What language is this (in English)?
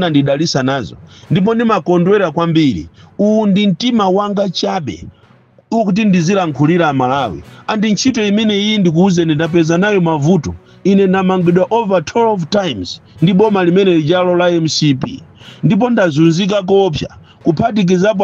Nyanja